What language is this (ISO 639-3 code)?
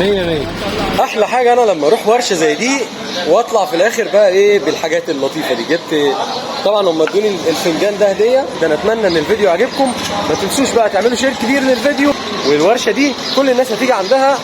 arz